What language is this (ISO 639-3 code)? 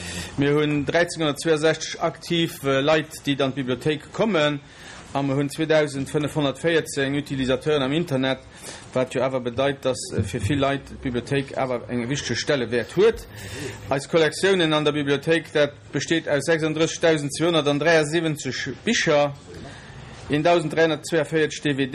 ltz